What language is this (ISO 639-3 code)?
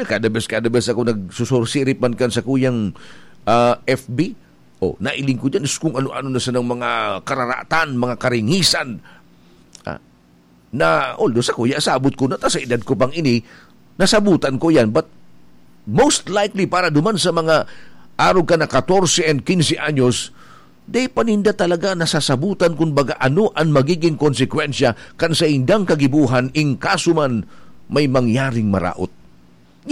bik